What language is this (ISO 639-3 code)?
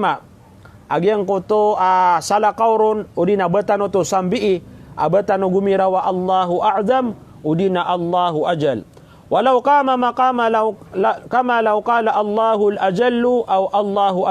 mrw